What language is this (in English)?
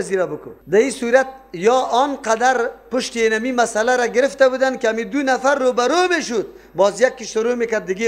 Persian